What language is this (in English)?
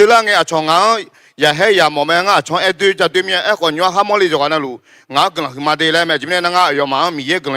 Akha